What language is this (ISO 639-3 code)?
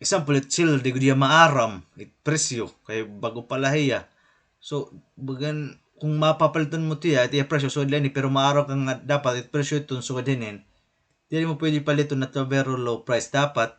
war